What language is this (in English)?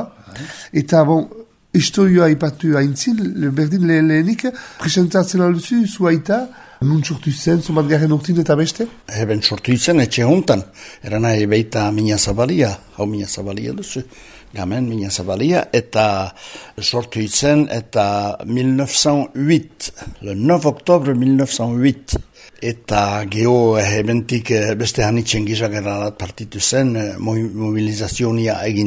Basque